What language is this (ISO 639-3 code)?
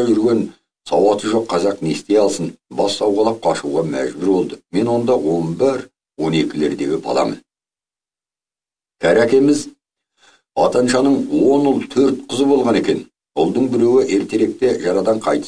kaz